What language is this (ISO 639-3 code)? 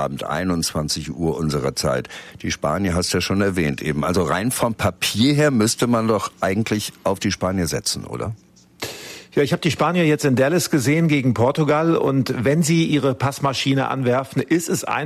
deu